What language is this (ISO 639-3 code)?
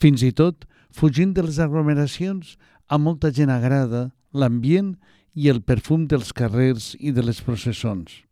cat